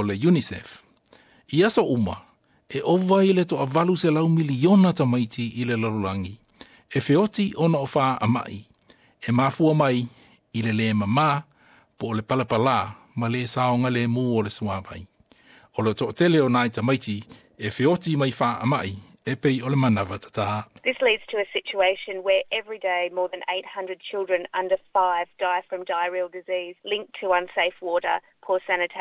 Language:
Samoan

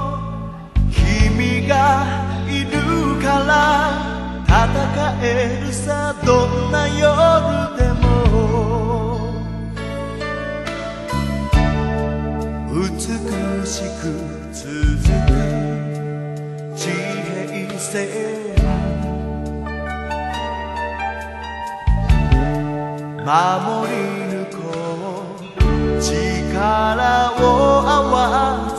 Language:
Japanese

